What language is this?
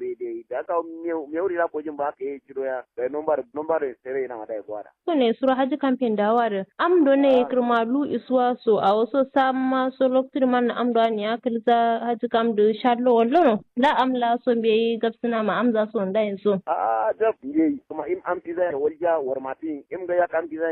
Kanuri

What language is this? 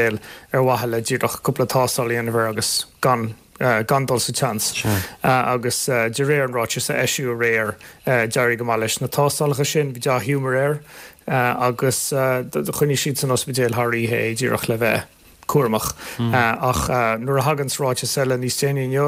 Irish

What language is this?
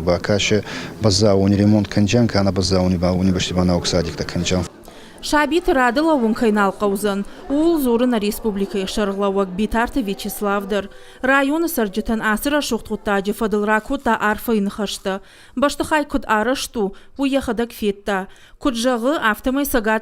Ossetic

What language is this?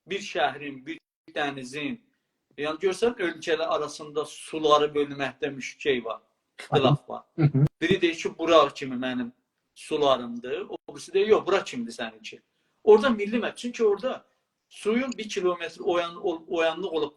South Azerbaijani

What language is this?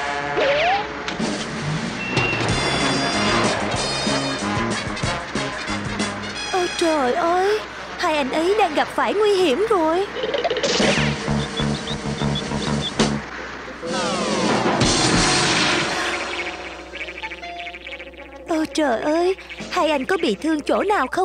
Vietnamese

